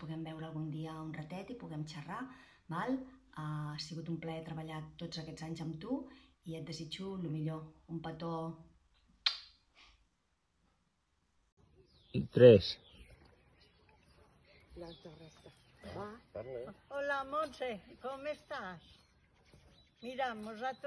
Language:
Catalan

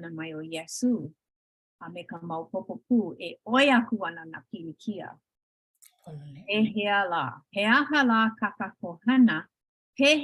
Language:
Hawaiian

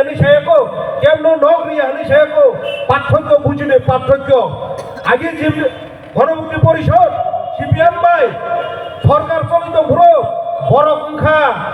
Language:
Kok Borok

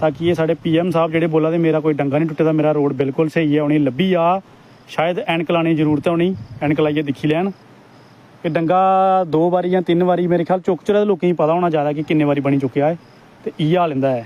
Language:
Dogri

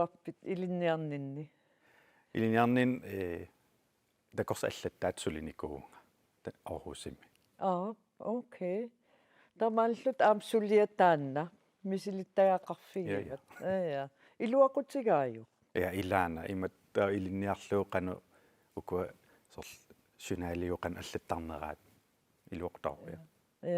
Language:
Kalaallisut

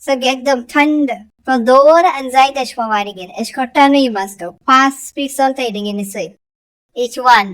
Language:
Konkani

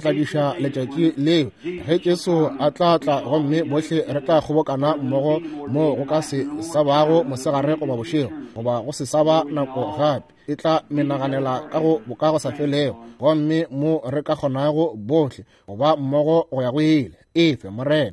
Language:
Northern Sotho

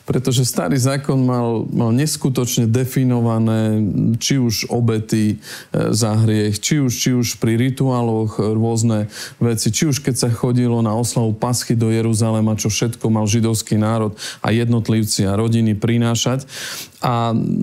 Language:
Slovak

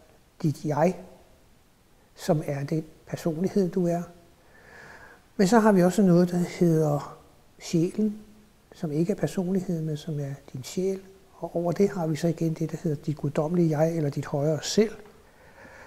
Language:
Danish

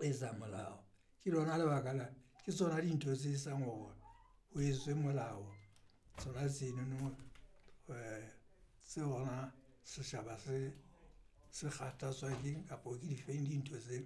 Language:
Southern Sotho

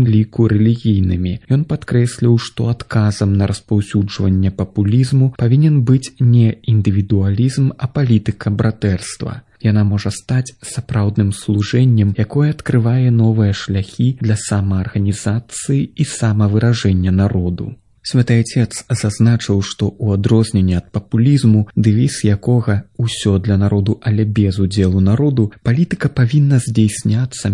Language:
Belarusian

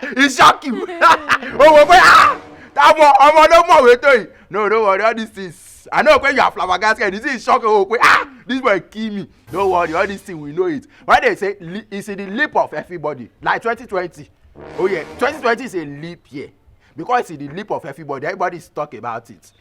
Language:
Nigerian Pidgin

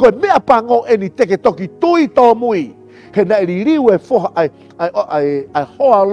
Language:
Tongan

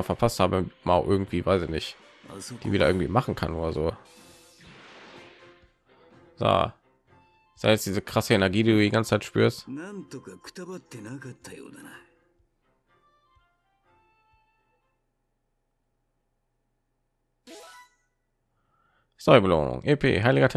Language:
German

